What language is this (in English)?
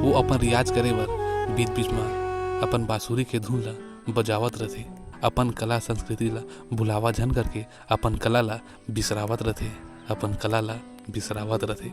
Chhattisgarhi